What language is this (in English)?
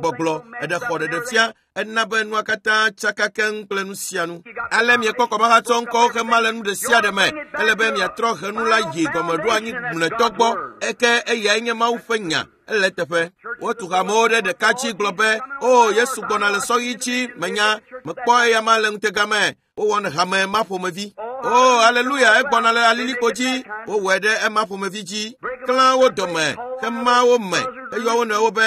Ewe